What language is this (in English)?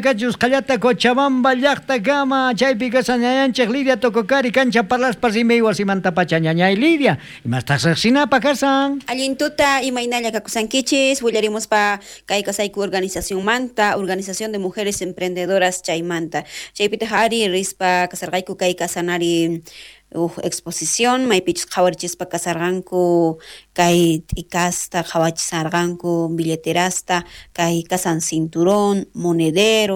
South Bolivian Quechua